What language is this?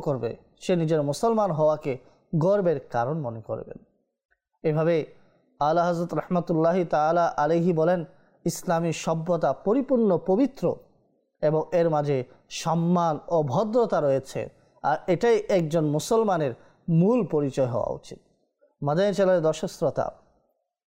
Bangla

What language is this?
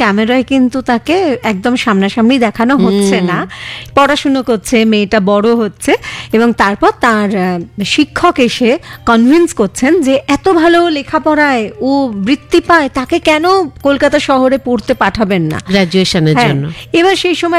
Bangla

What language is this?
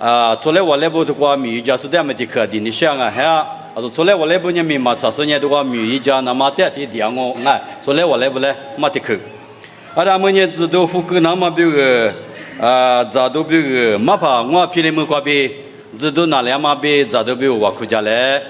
Lisu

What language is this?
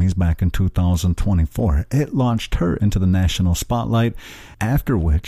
English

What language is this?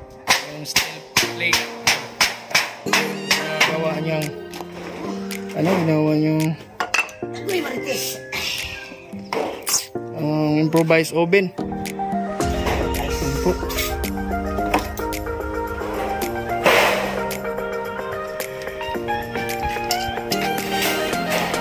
Filipino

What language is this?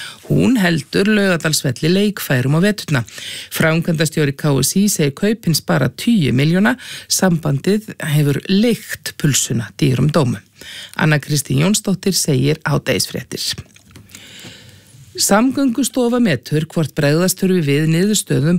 Icelandic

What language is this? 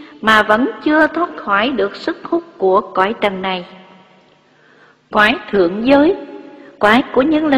Vietnamese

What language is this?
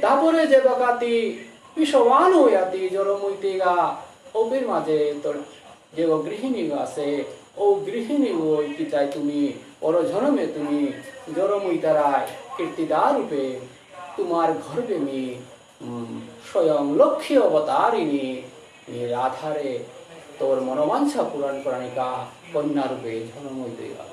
Bishnupriya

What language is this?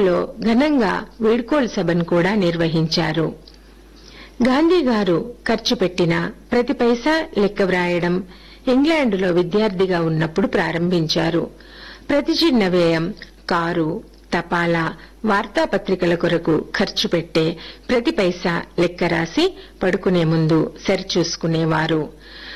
Telugu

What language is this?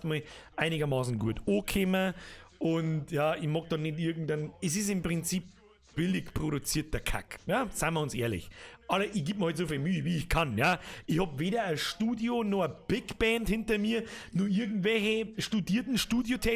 Bavarian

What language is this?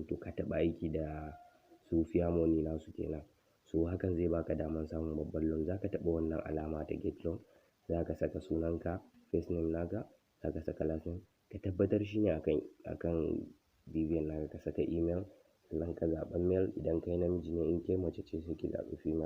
Hausa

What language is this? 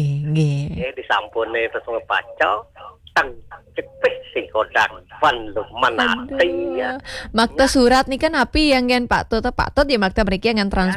Balinese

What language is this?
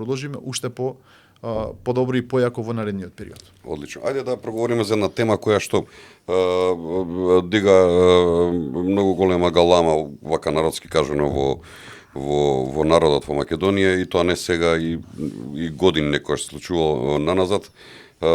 Macedonian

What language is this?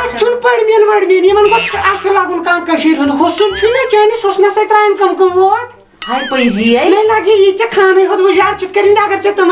Kashmiri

